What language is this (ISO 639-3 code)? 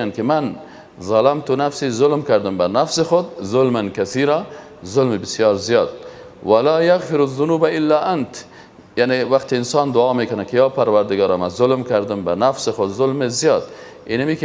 fas